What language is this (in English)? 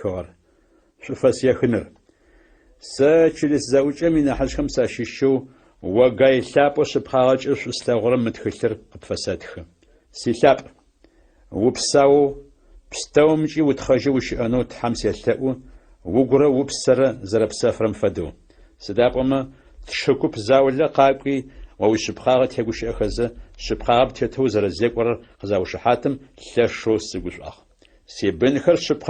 Adyghe